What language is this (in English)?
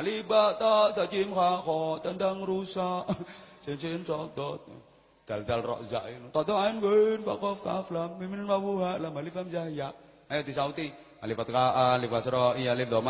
Javanese